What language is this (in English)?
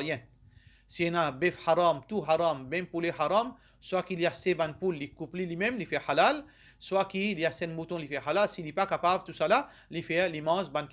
Morisyen